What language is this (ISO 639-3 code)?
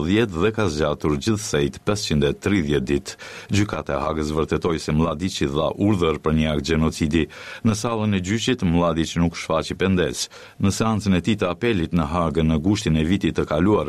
sqi